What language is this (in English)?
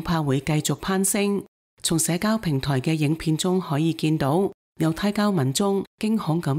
Cantonese